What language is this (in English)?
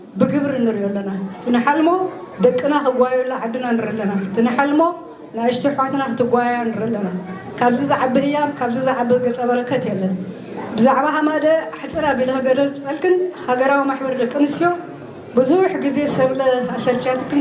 Tigrinya